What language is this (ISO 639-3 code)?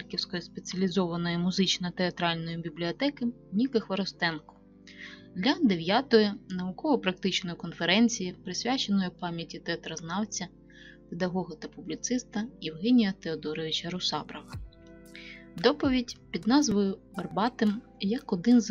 ukr